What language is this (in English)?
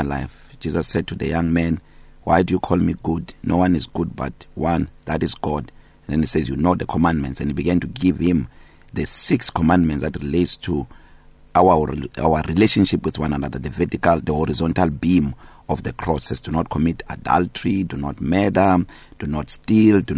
English